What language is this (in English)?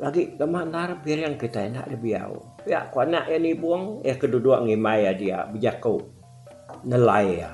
Iban